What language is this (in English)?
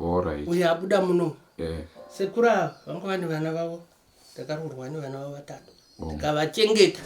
Shona